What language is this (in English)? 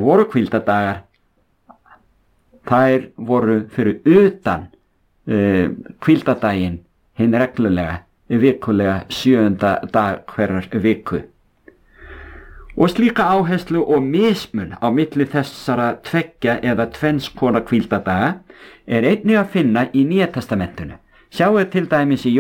Icelandic